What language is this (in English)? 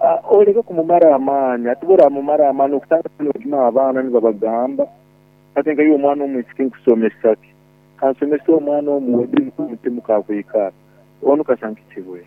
Nyoro